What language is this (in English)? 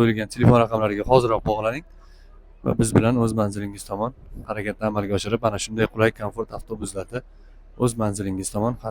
Uzbek